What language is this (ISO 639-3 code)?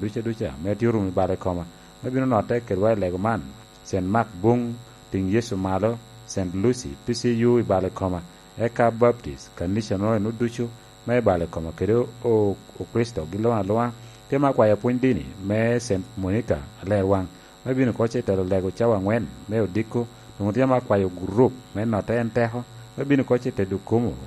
laj